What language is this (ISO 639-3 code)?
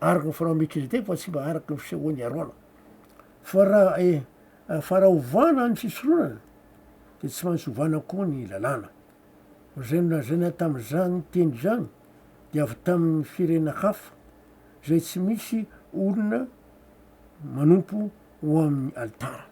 mlg